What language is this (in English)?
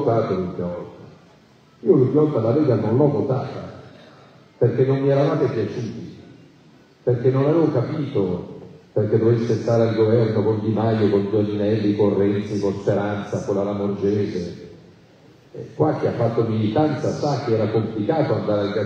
Italian